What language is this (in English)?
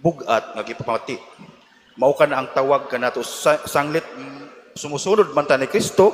Cebuano